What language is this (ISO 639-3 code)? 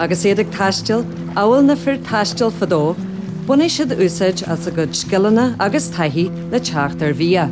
gle